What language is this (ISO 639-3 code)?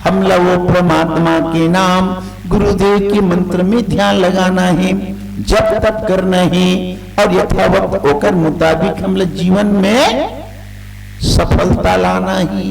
hne